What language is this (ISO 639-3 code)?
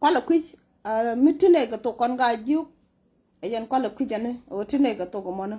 nus